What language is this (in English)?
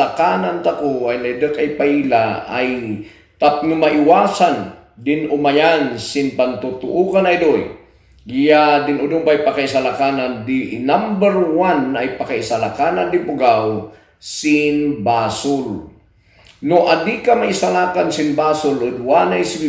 Kankanaey